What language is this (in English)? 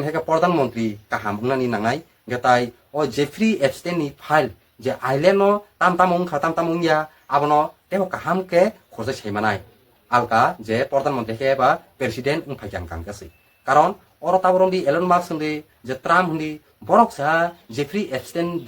Kok Borok